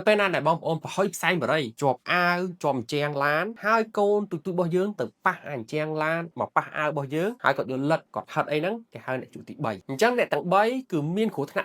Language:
Khmer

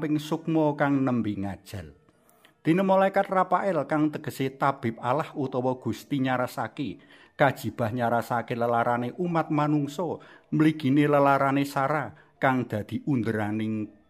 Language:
Javanese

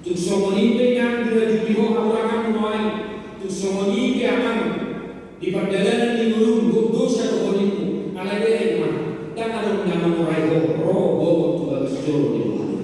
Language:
Batak Toba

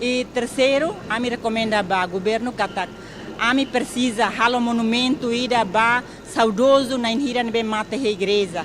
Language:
Tetum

